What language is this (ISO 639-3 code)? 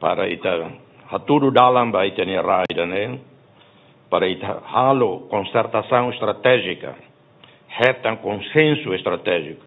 tet